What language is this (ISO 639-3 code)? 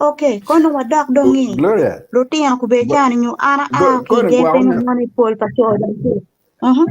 ach